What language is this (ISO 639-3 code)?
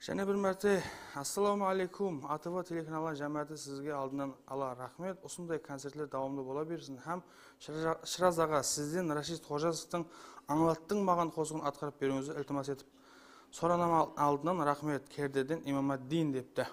kaa